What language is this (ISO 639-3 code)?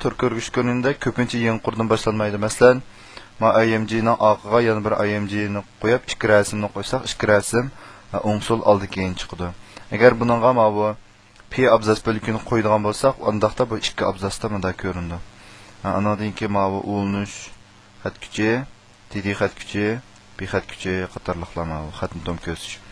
uig